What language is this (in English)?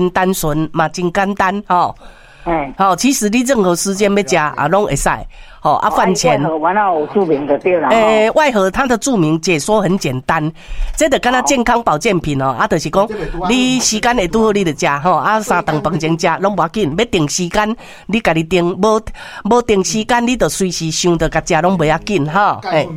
Min Nan Chinese